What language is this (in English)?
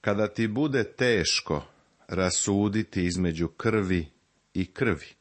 Serbian